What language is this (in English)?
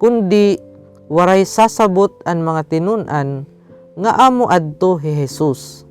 Waray